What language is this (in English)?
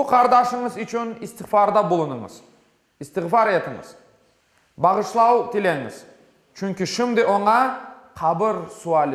Crimean Tatar